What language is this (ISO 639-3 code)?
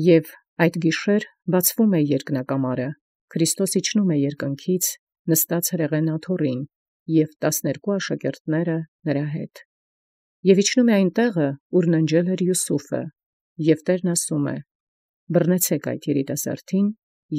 hye